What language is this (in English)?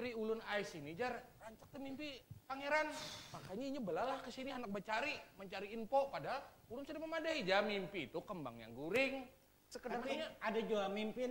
Banjar